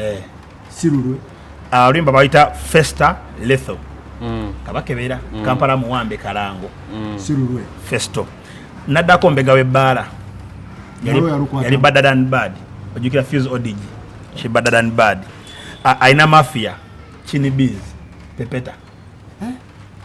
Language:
Ganda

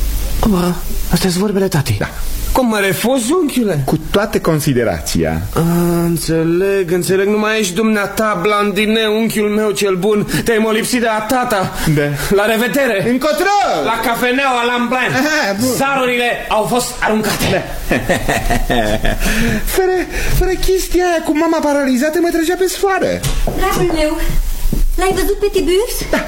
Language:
Romanian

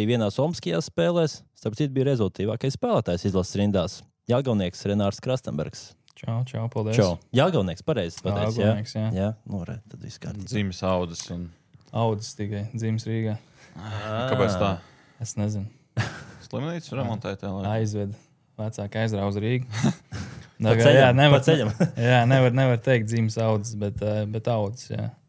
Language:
Latvian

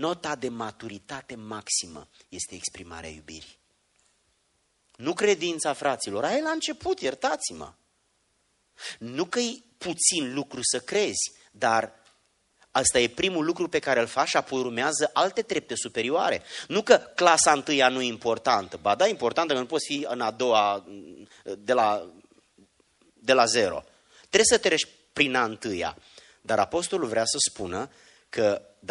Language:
Romanian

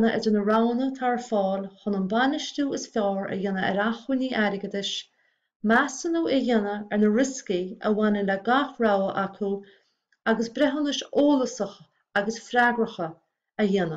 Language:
Irish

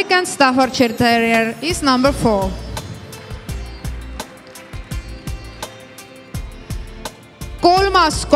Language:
Estonian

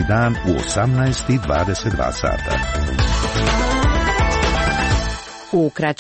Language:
Croatian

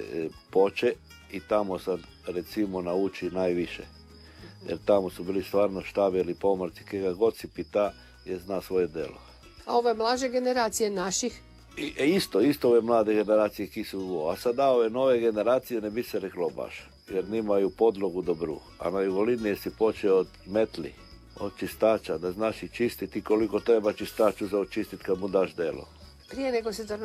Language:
Croatian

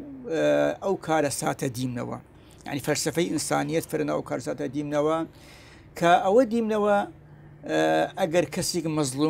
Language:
Southern Kurdish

